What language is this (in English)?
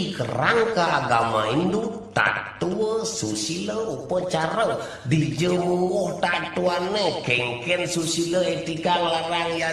Balinese